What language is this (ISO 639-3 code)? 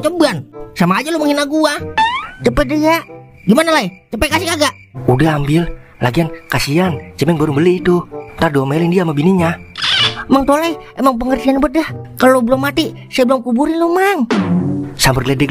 bew